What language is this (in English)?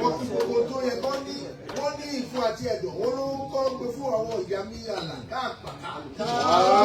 Yoruba